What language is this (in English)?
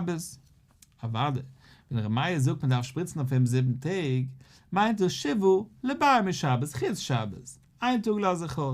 Yiddish